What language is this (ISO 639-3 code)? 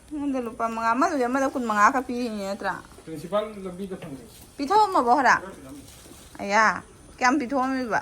mni